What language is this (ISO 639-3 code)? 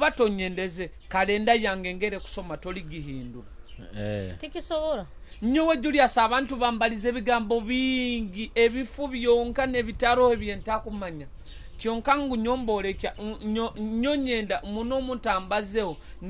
nyo